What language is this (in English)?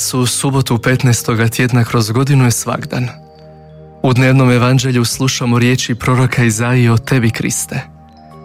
Croatian